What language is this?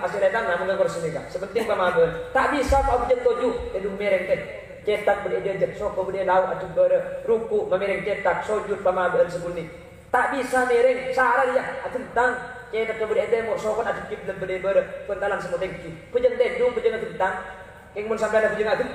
Madurese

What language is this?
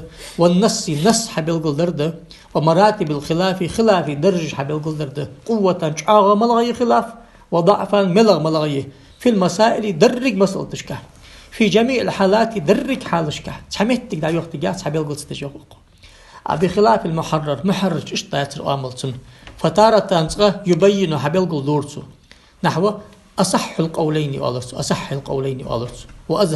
Ingush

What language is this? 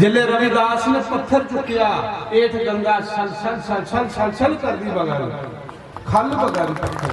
Dogri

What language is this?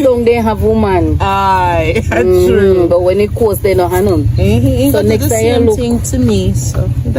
Jamaican Creole English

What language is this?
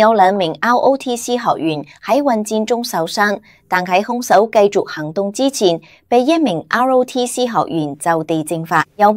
Cantonese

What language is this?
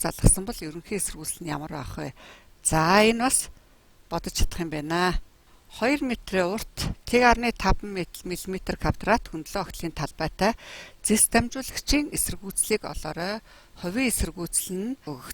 Mongolian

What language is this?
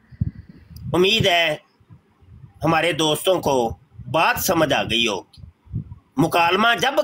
Urdu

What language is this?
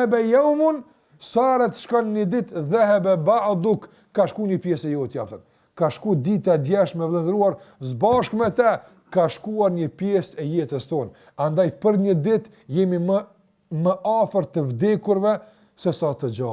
Albanian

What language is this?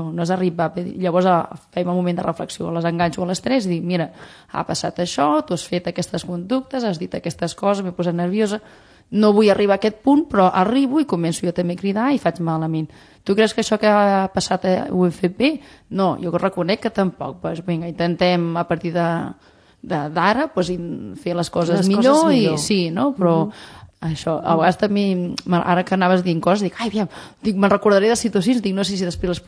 Catalan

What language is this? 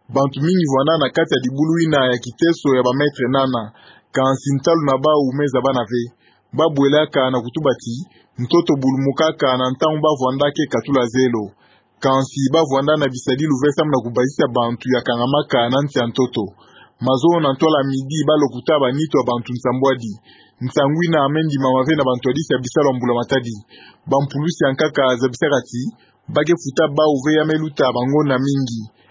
Kituba (Democratic Republic of Congo)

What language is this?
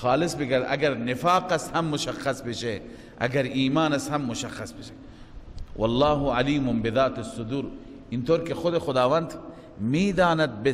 Persian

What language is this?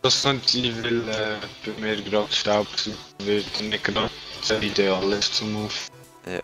Swiss German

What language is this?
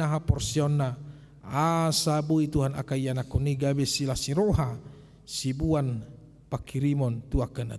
Batak Toba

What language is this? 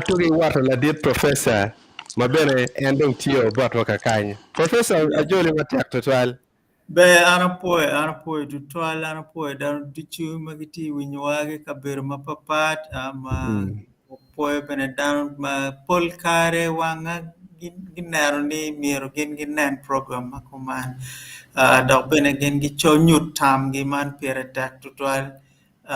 Acoli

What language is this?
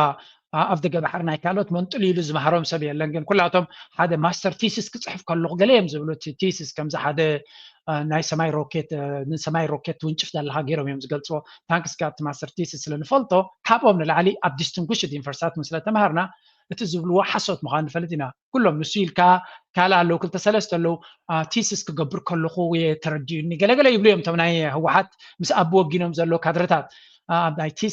Tigrinya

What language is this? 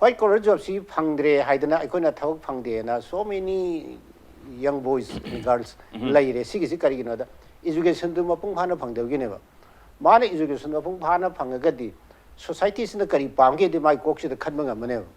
Manipuri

